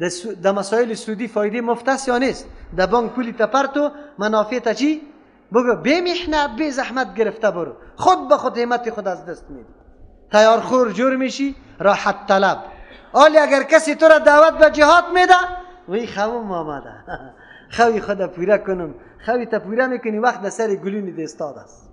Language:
Persian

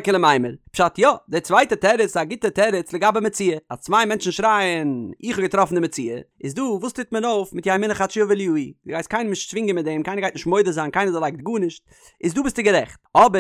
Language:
Yiddish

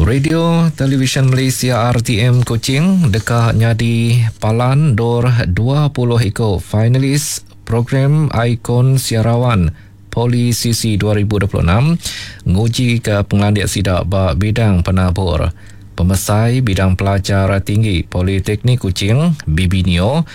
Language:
Iban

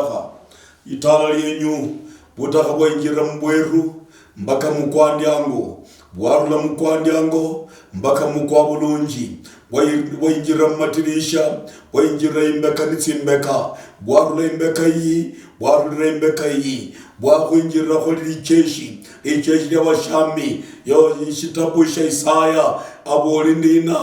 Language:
Luyia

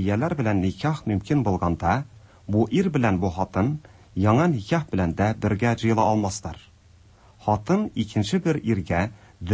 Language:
Tatar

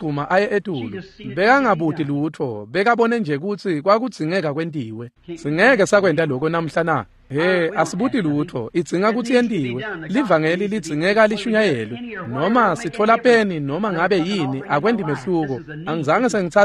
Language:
Swati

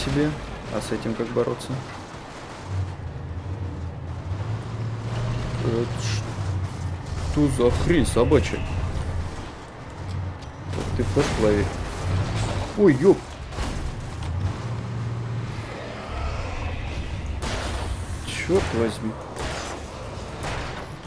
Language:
Russian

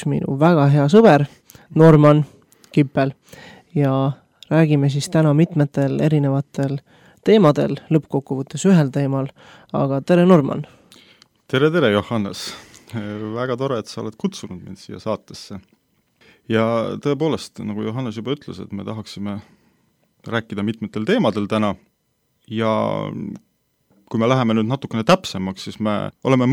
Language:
Estonian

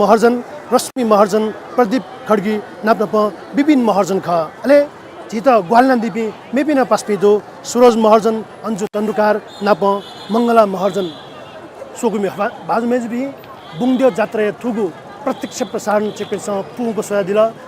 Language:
Newari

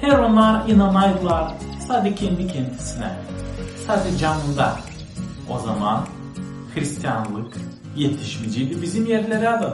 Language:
Gagauz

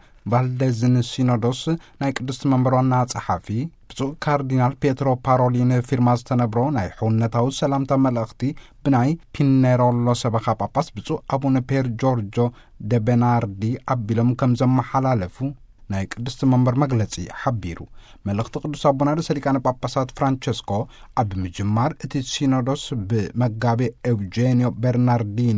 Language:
Tigrinya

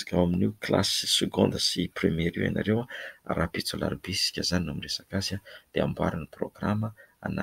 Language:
Malagasy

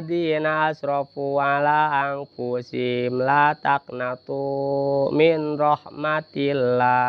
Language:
Sundanese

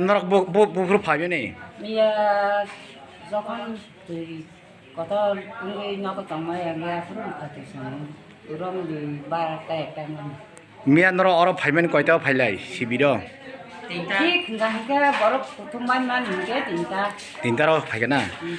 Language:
Kok Borok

